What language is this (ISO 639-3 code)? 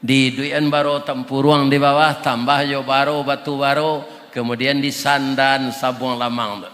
min